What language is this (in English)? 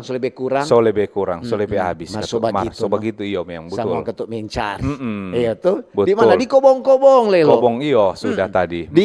Manado Malay